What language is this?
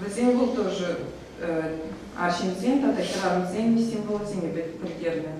Chuvash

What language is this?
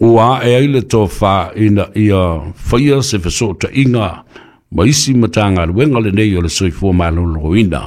Samoan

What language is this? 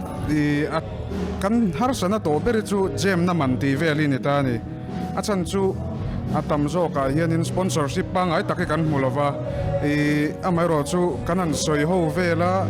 Mizo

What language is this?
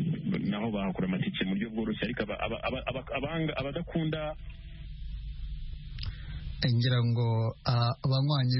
Kinyarwanda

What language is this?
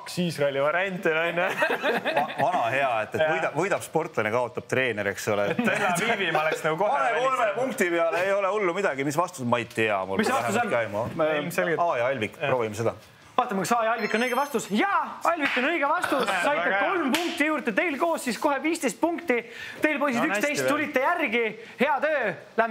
Estonian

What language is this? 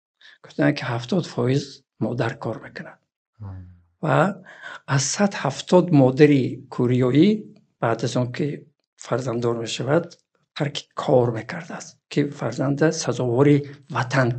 Tajik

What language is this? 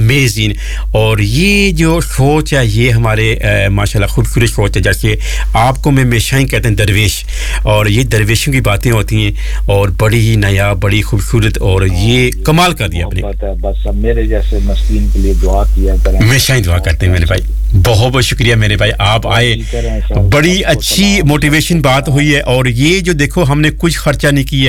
Urdu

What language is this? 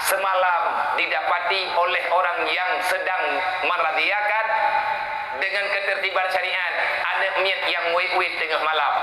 Achinese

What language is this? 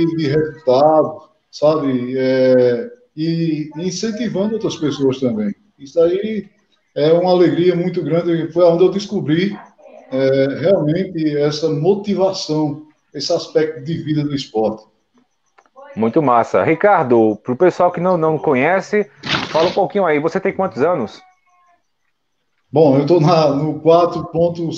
Portuguese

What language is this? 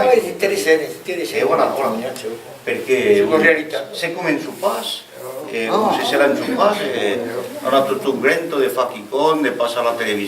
Occitan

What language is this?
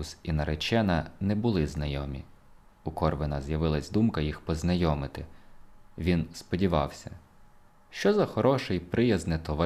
Ukrainian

